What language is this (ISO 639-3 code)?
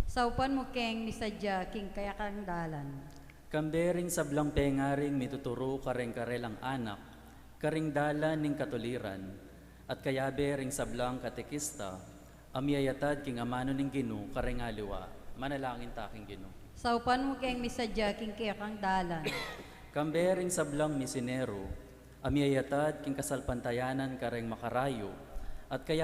pam